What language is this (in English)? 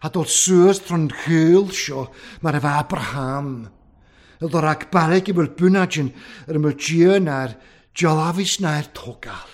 Welsh